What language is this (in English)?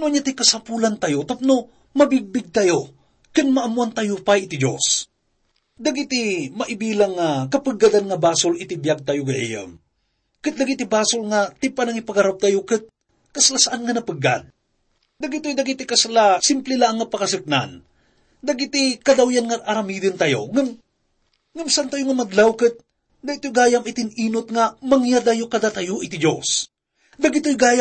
Iloko